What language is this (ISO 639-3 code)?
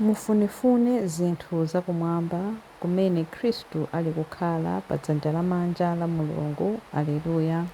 nya